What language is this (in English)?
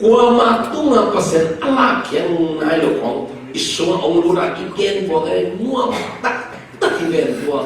Tedim Chin